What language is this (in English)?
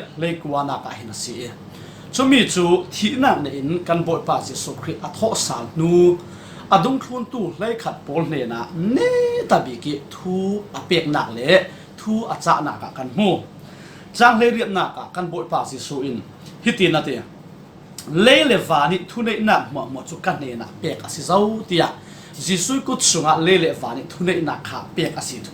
Falam Chin